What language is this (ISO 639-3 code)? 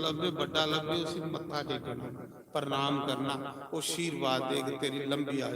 doi